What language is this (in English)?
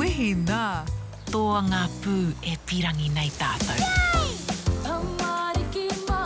Māori